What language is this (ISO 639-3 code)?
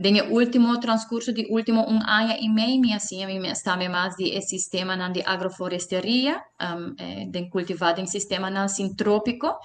pap